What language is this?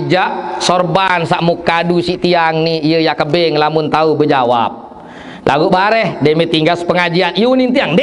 Sasak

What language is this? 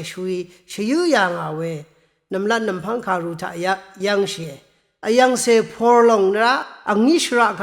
Rawang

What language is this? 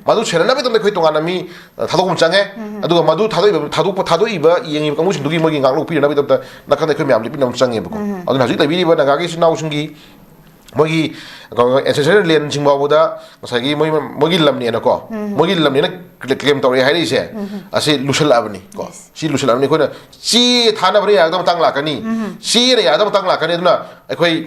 Manipuri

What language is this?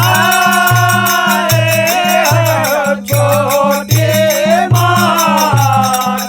Maithili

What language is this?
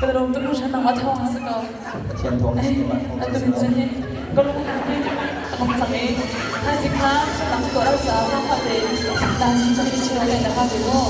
Hakha Chin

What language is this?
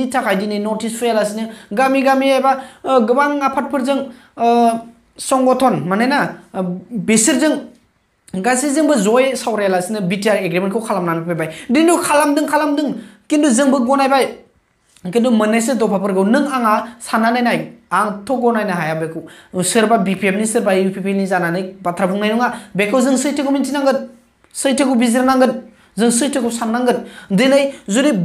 Bodo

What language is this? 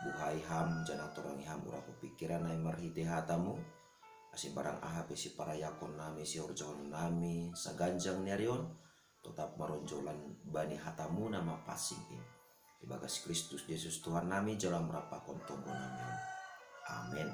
Batak Simalungun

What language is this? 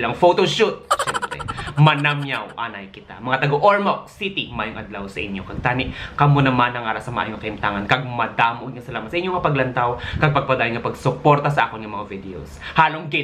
Hiligaynon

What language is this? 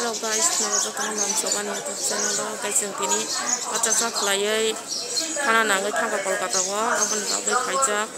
Kok Borok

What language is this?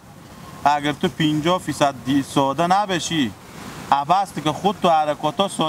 Persian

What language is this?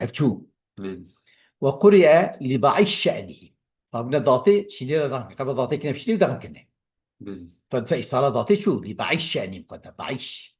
Kurdish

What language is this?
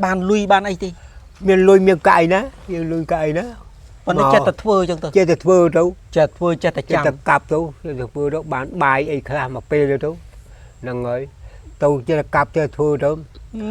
Khmer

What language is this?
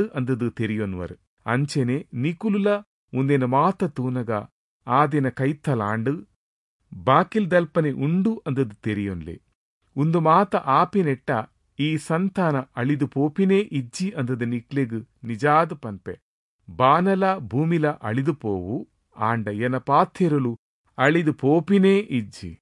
Tulu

